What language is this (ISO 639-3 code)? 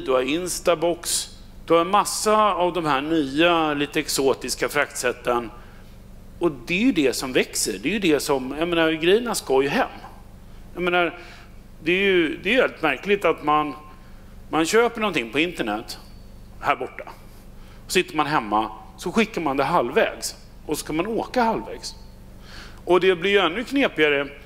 swe